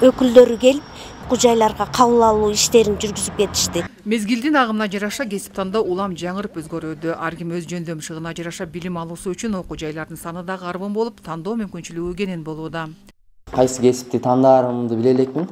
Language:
Kyrgyz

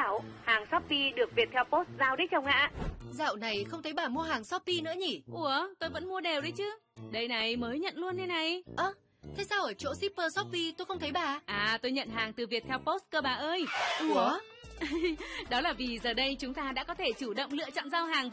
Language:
Vietnamese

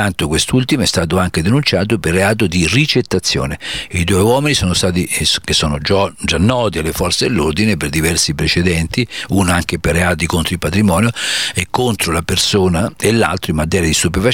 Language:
Italian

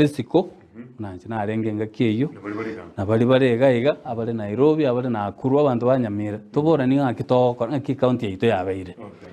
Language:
Gusii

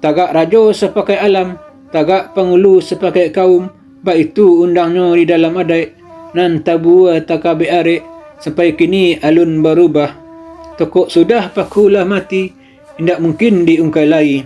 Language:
Minangkabau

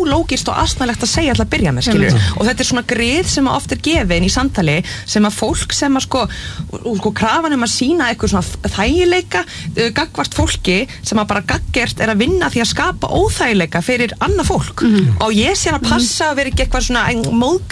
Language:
Icelandic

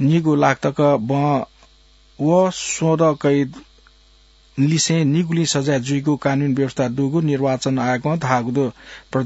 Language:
Newari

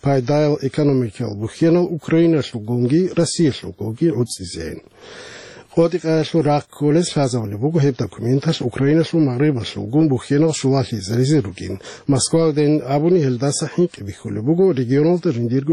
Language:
Avaric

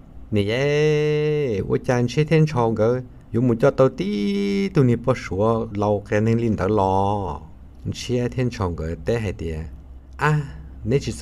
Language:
Hmong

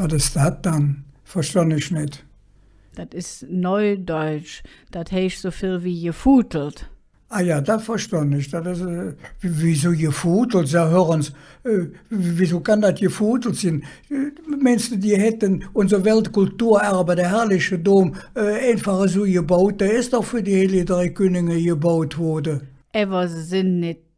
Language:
Colognian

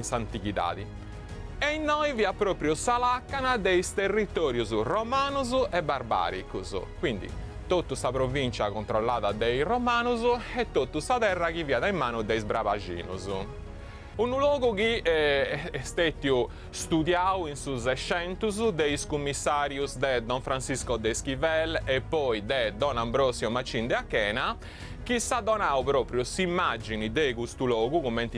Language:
Sardinian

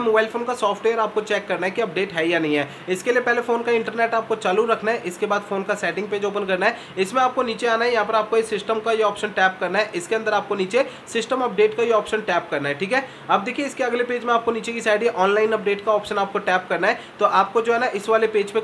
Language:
Hindi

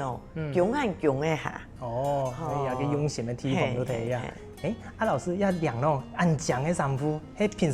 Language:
Hakka Chinese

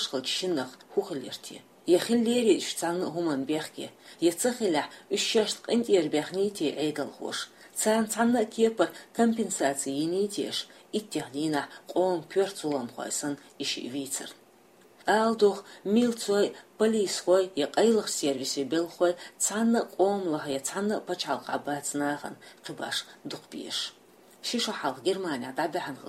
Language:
Chechen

